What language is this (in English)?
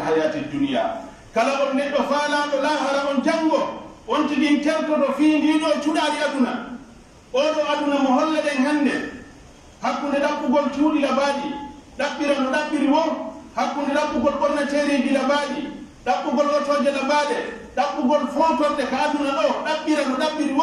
Pular